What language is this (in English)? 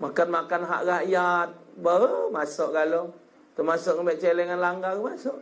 Musi